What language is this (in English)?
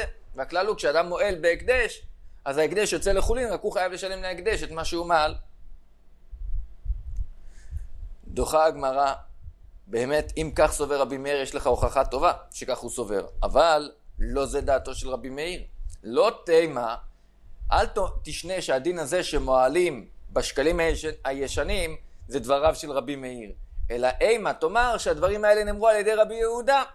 Hebrew